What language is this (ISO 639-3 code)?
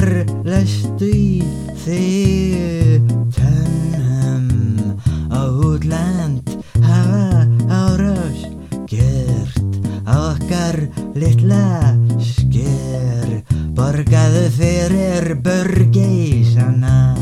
isl